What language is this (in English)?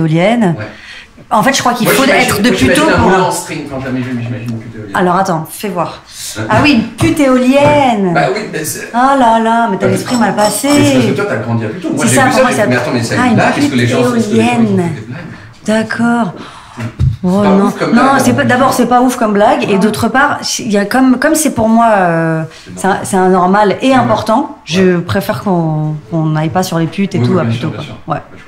French